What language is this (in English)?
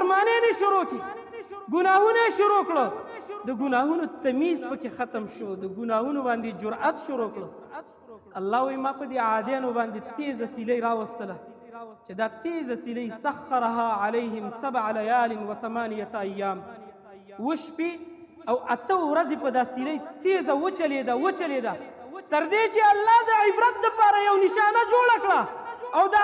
Pashto